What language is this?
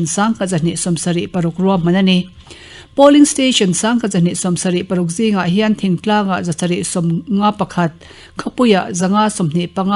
Mizo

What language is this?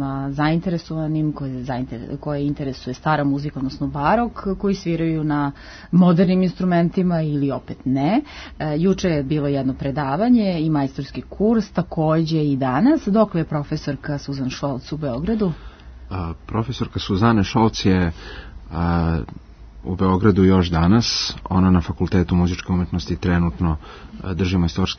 Serbian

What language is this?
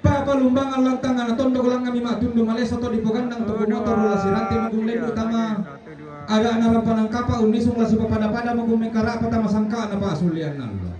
Toraja-Sa'dan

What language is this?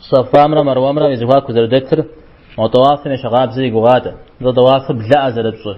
Kabardian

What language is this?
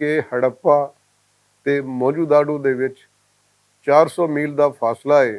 Western Panjabi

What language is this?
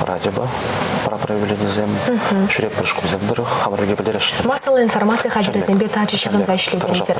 Chuvash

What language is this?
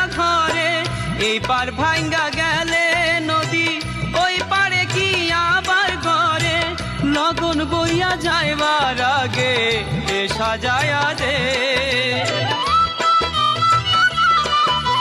Bangla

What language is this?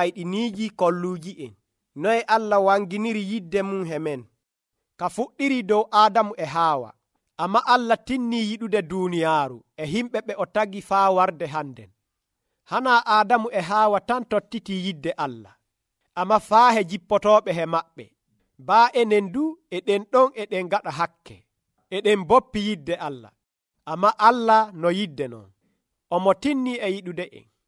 Nigerian Fulfulde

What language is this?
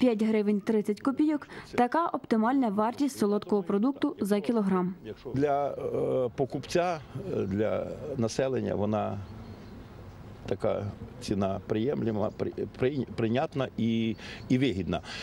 Ukrainian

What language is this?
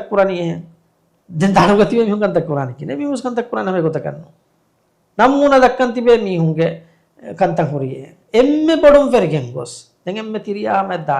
Divehi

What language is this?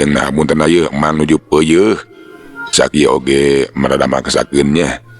Sundanese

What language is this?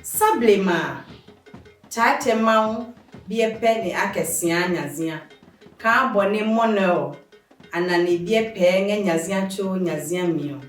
Adangme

